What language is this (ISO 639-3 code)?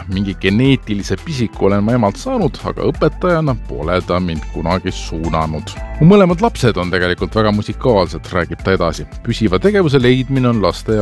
est